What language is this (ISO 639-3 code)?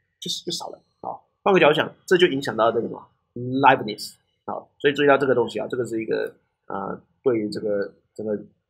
zho